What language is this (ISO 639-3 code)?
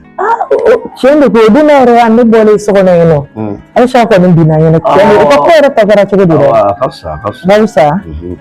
bam